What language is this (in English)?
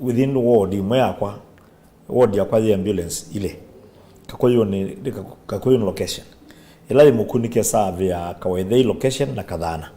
Kamba